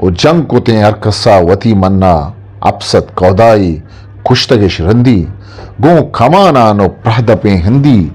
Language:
Eastern Balochi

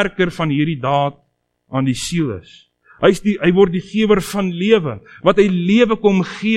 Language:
Afrikaans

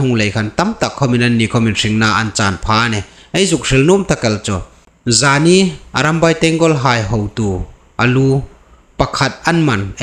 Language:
Hmar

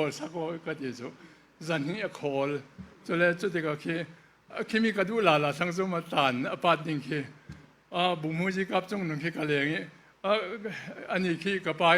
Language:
Falam Chin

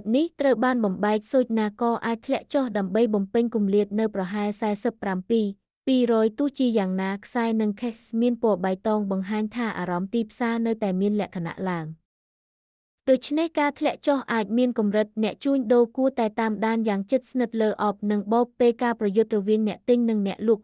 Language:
Khmer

